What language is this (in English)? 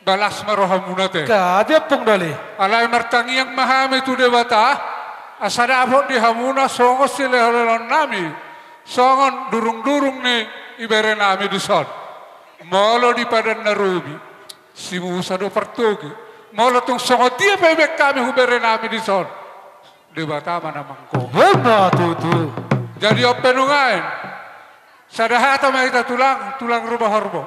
Batak Toba